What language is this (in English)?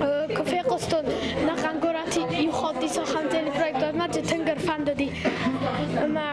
Ossetic